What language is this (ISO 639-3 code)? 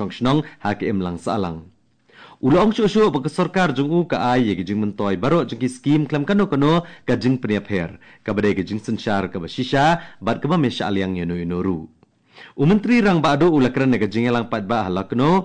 kha